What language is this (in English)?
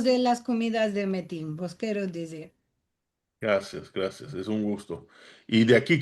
Ladino